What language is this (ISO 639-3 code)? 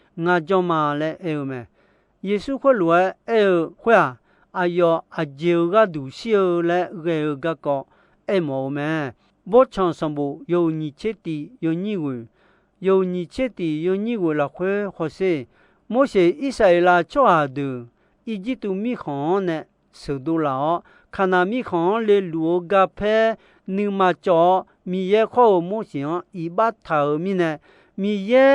ahk